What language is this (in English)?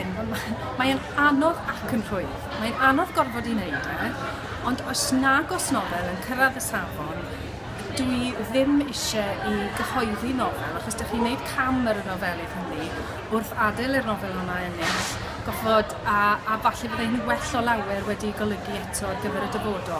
Welsh